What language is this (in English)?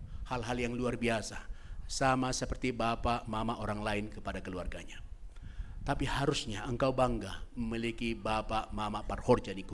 Batak Simalungun